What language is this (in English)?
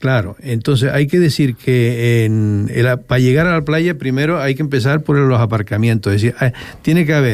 Spanish